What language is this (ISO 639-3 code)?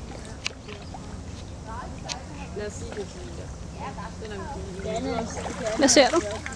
dan